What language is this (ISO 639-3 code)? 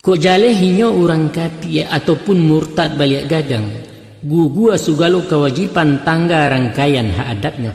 min